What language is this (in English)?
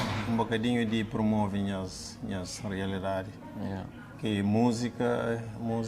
Kabuverdianu